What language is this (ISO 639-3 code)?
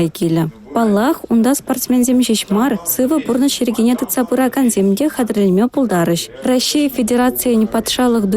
chv